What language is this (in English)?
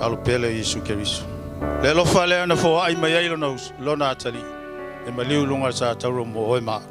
Samoan